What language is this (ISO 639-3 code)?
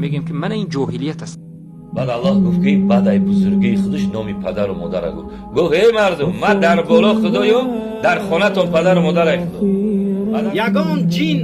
tgk